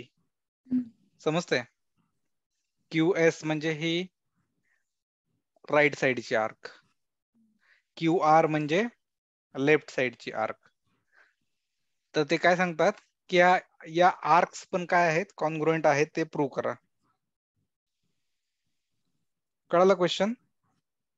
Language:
Marathi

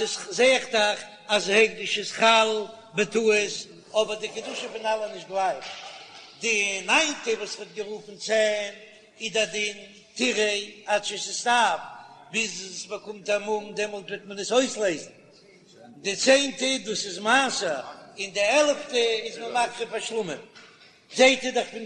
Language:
Yiddish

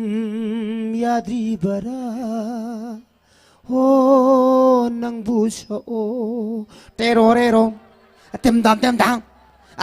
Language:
Tangkhul Naga (India)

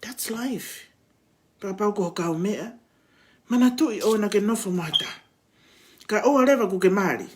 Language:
Tongan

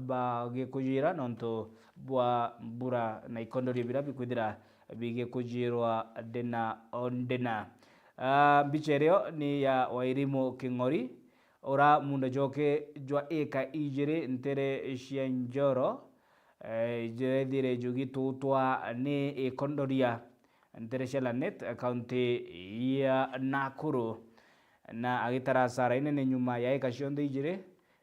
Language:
Meru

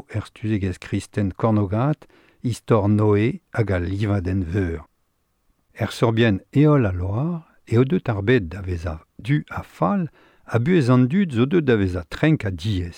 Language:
Breton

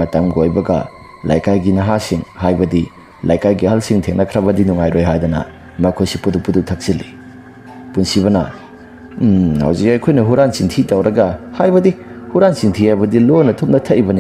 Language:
Manipuri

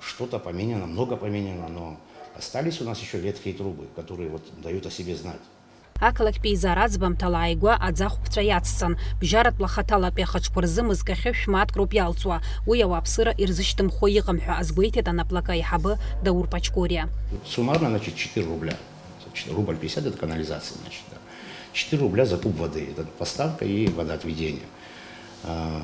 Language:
Abkhazian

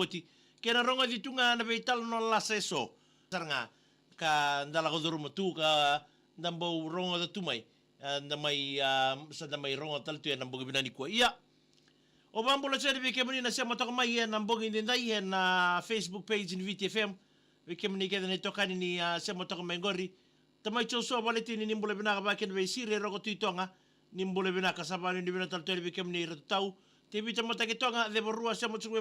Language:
Fijian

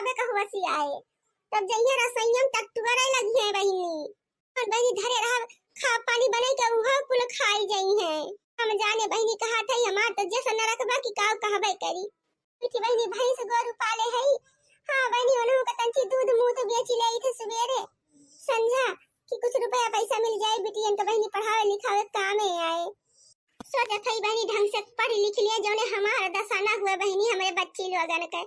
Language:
Awadhi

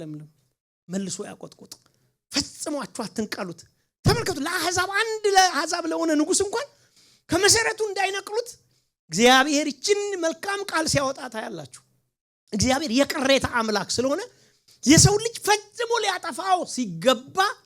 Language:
Amharic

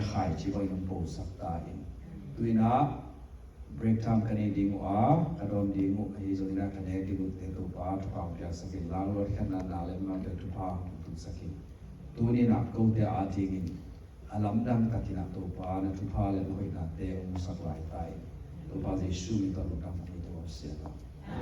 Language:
Tedim Chin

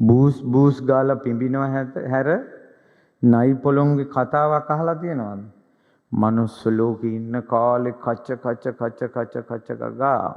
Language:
Sinhala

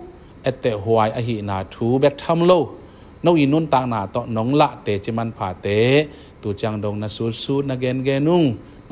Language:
Tedim Chin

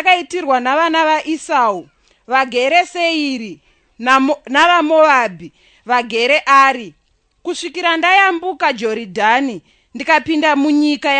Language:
Shona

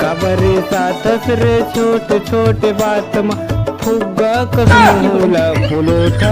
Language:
Chhattisgarhi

